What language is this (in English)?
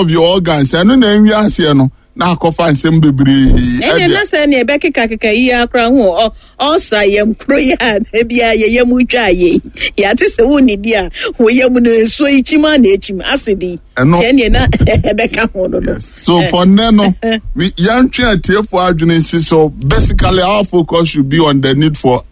Akan